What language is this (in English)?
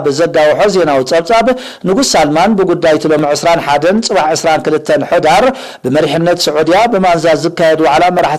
Tigrinya